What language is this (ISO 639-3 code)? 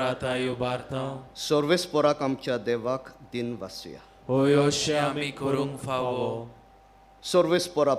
kok